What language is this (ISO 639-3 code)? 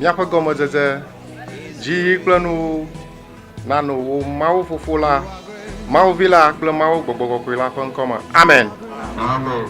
ewe